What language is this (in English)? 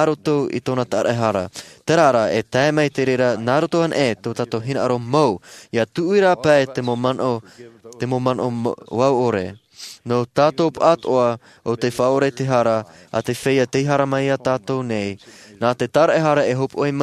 Tahitian